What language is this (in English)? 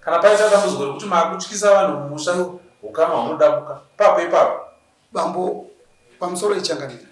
Shona